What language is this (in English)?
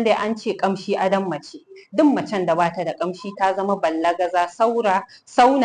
Hausa